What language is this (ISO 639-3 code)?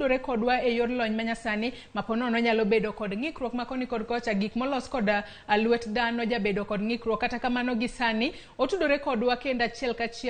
luo